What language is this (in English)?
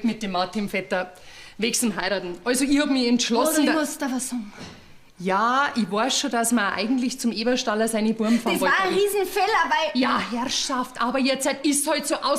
Bavarian